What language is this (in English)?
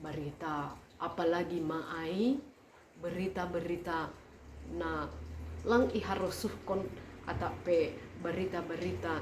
Batak Simalungun